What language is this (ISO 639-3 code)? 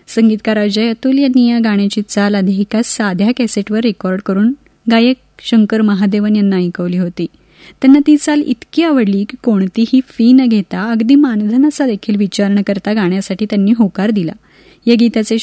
mar